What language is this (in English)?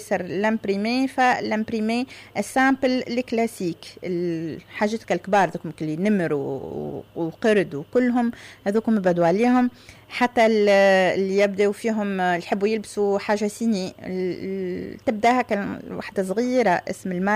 Tunisian Arabic